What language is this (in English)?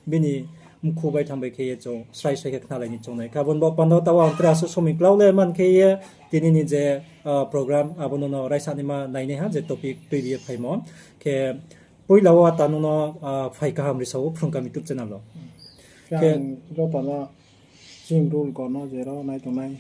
Riang (India)